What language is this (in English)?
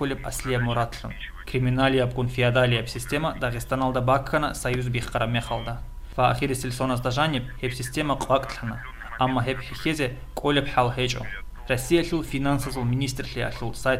Avaric